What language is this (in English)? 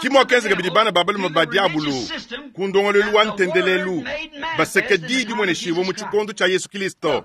Luba-Lulua